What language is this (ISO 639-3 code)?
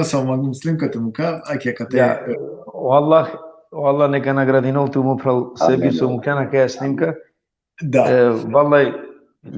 rmn